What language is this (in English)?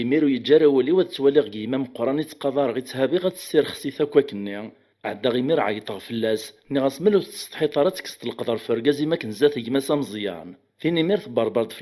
Kabyle